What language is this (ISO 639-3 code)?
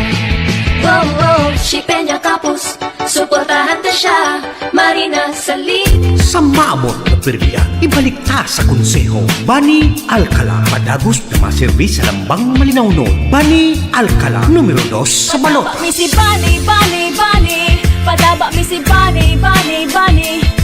bik